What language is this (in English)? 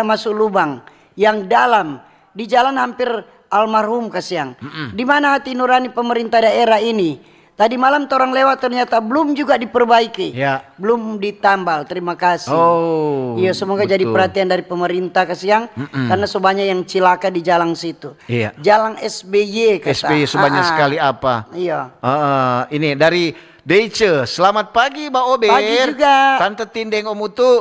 Manado Malay